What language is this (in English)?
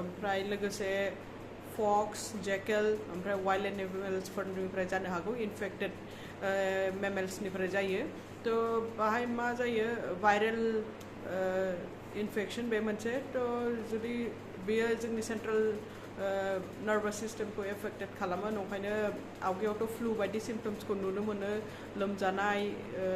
Bodo